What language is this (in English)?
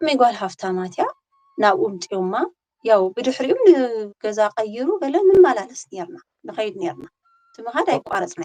Tigrinya